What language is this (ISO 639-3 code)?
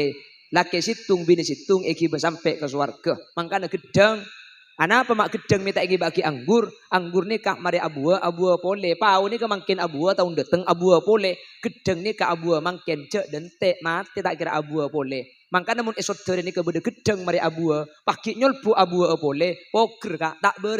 mad